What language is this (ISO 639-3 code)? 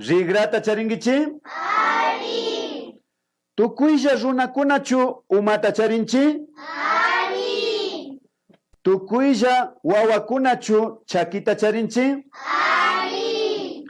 qvi